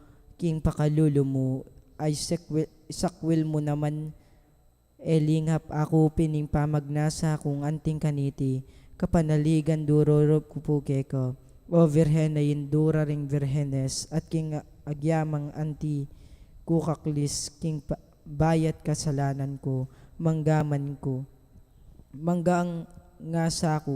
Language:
Pampanga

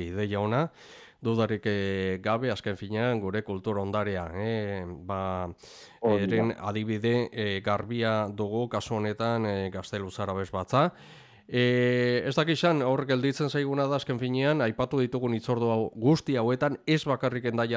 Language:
Basque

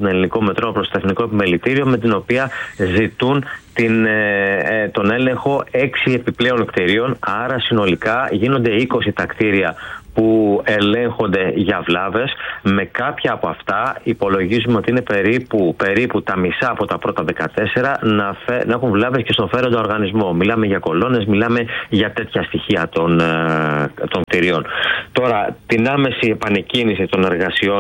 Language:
Greek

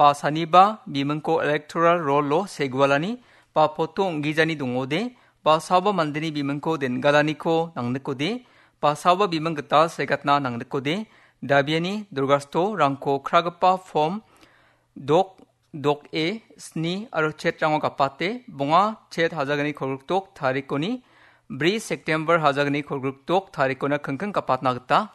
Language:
Garo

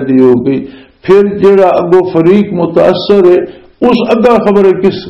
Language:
Western Panjabi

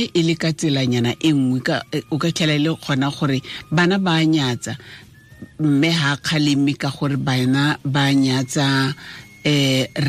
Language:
Tswana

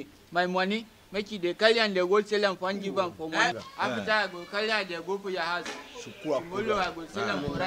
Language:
Tiv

